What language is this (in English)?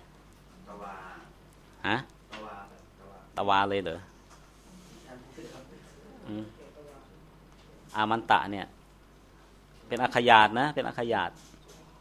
Thai